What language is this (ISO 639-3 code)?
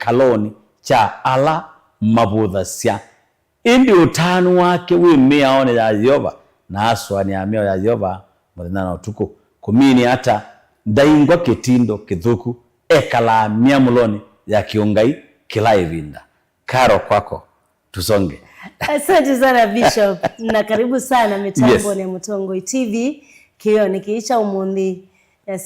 kam